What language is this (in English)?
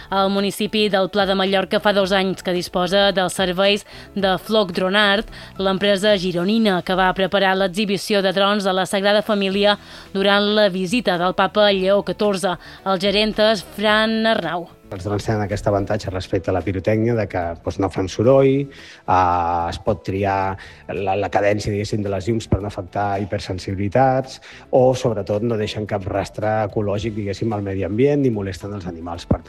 Catalan